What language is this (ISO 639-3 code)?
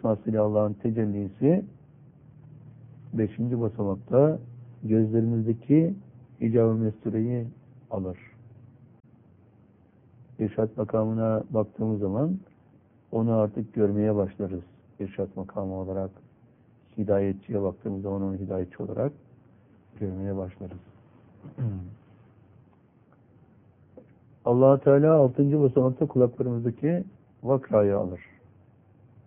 tur